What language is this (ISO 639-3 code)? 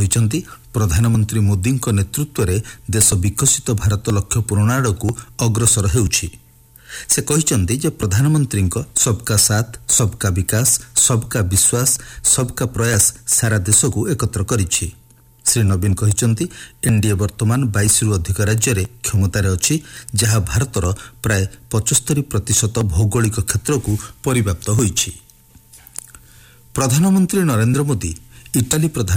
ori